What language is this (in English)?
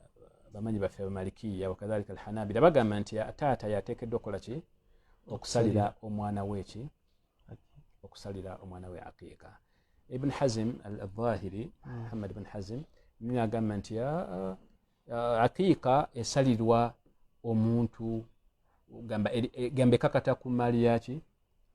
Ganda